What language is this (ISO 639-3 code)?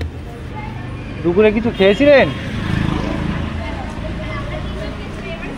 ben